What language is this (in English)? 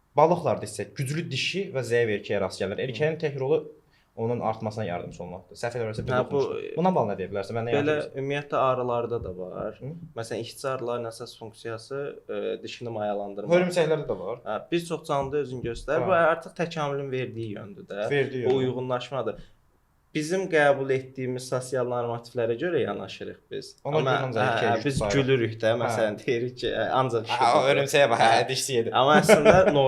Azerbaijani